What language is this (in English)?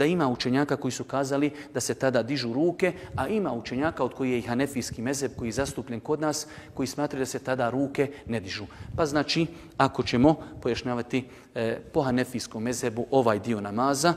Bosnian